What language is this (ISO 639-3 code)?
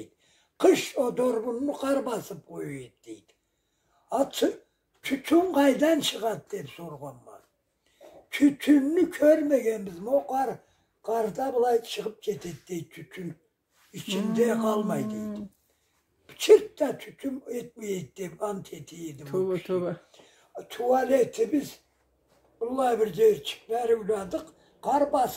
krc